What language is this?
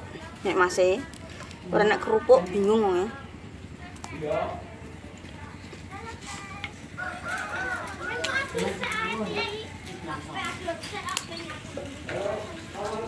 Javanese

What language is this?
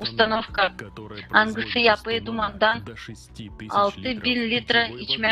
Gagauz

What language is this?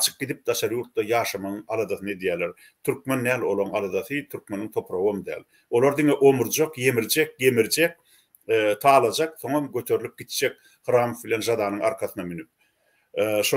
Turkmen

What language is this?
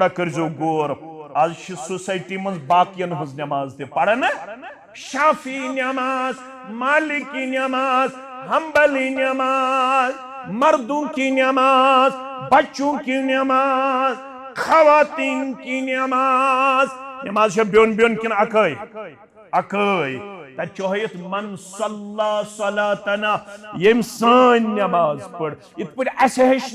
Kashmiri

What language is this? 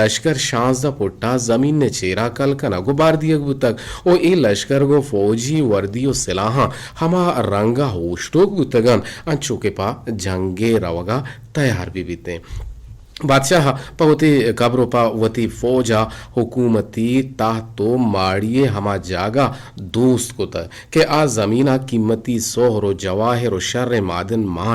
Eastern Balochi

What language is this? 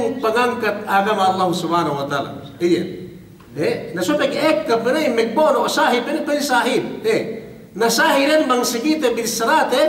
Yakan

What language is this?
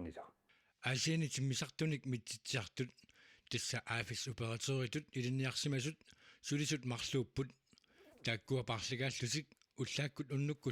Kalaallisut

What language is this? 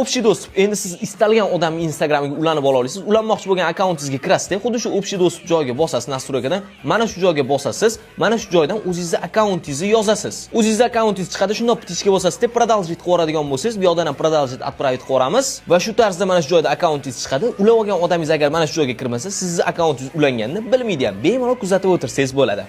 Uzbek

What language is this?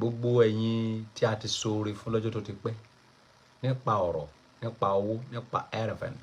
Yoruba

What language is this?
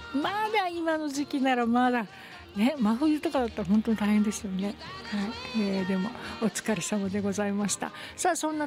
Japanese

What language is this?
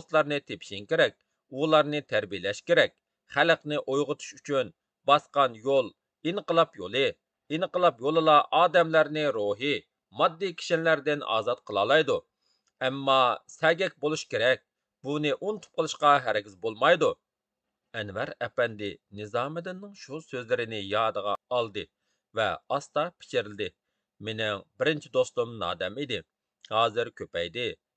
Uyghur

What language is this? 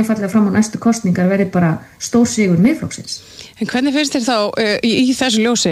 Icelandic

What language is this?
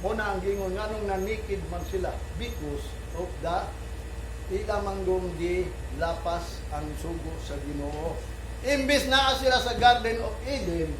Cebuano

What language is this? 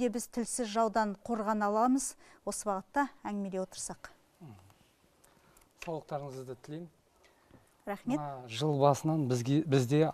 Kazakh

